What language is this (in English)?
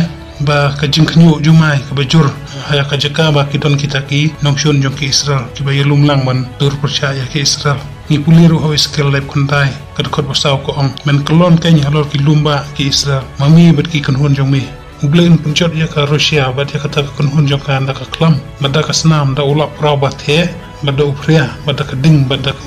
Khasi